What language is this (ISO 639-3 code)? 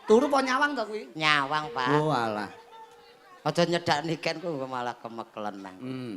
jav